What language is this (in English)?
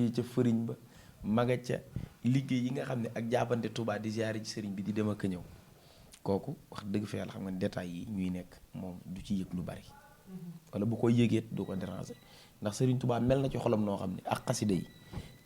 Wolof